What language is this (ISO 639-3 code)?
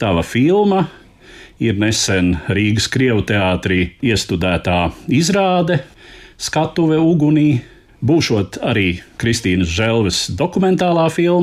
lav